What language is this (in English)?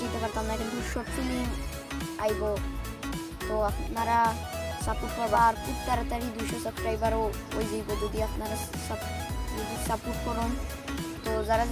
Sylheti